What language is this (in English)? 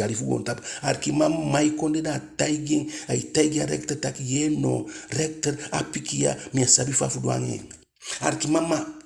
Eastern Maroon Creole